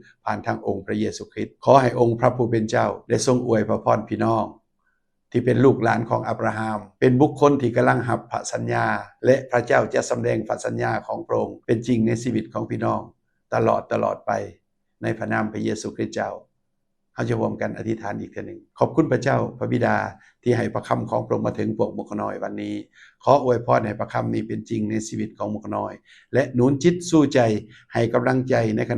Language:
Lao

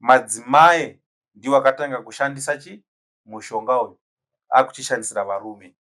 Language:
Shona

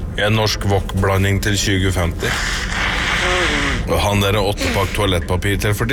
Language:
Norwegian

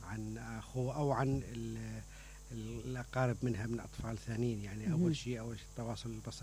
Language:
Mesopotamian Arabic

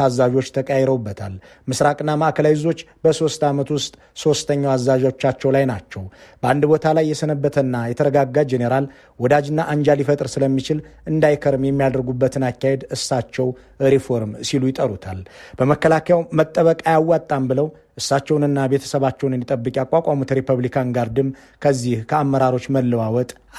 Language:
Amharic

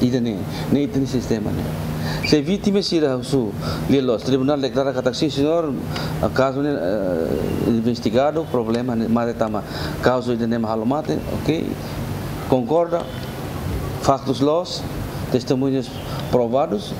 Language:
Tetum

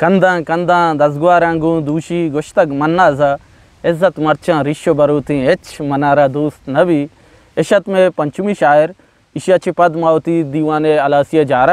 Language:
Eastern Balochi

